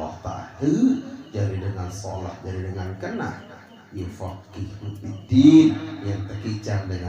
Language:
Sasak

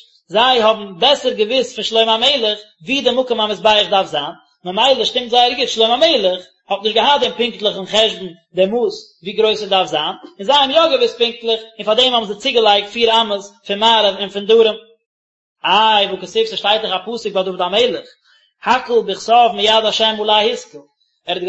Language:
Yiddish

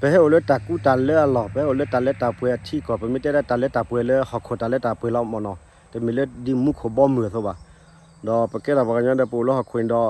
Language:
S'gaw Karen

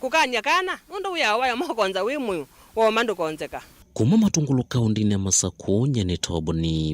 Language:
Kamba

